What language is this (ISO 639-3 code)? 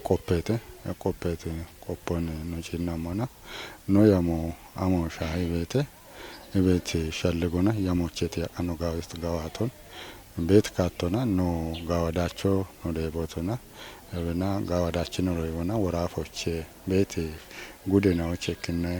kbr